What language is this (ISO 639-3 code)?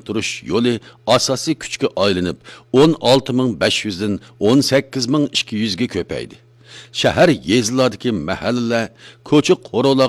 uig